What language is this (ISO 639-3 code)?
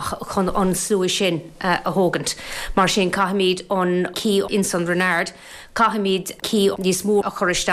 gle